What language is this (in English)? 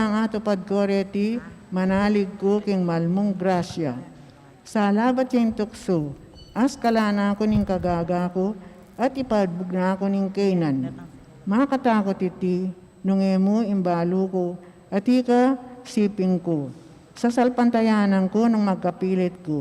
Pampanga